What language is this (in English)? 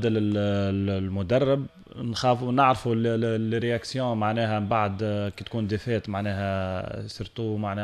Tunisian Arabic